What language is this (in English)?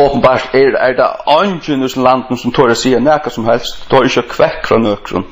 Faroese